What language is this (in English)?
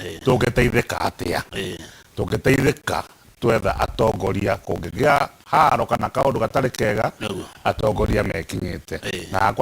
Kikuyu